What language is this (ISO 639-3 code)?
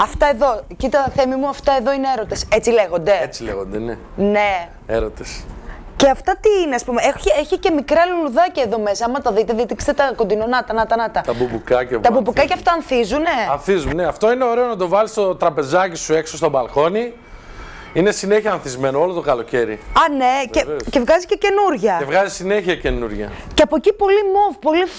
ell